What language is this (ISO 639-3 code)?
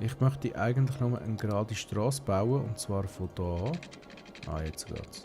gsw